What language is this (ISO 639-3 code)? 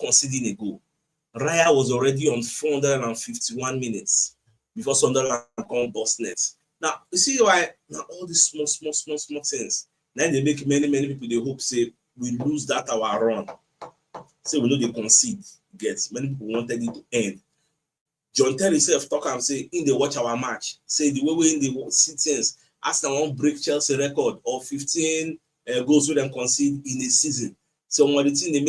pcm